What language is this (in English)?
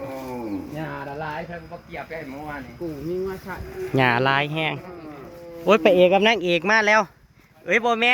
Northeastern Thai